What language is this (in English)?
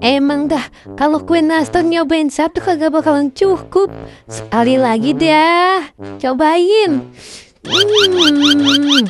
Betawi